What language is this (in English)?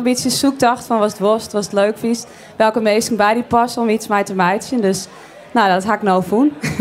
Western Frisian